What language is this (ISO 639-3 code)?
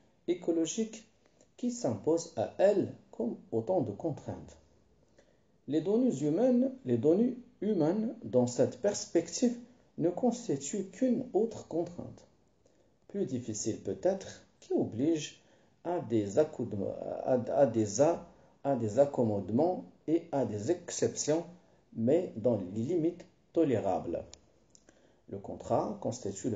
fra